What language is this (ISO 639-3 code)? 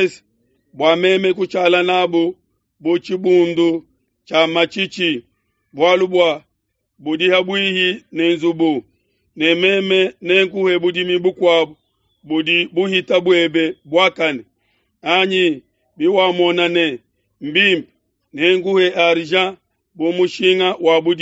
lua